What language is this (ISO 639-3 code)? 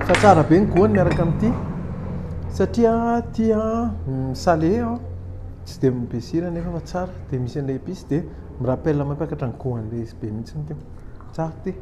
mlg